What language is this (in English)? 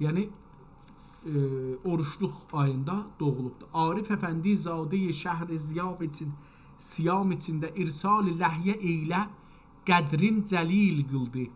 South Azerbaijani